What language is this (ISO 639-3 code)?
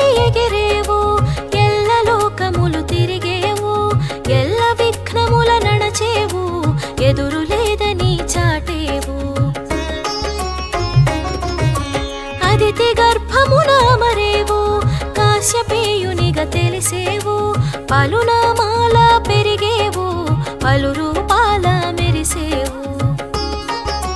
tel